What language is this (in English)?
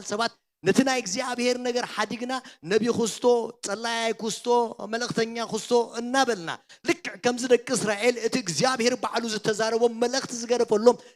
Tigrinya